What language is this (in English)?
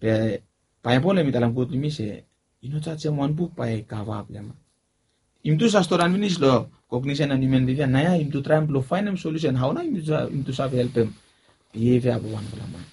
Bislama